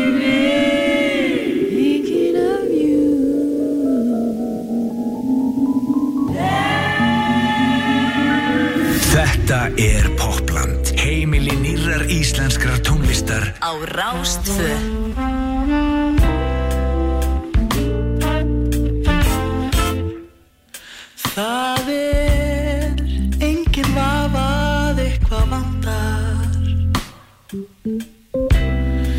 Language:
Icelandic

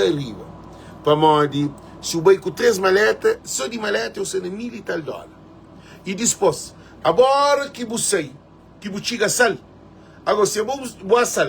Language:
Kabuverdianu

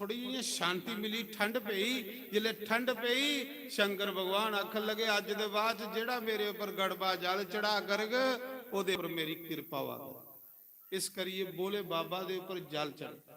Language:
Dogri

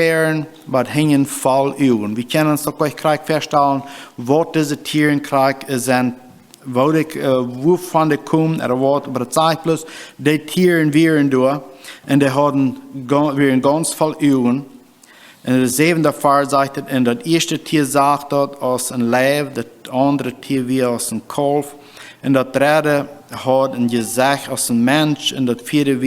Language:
Plautdietsch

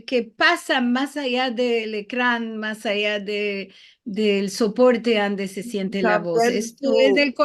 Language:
Ladino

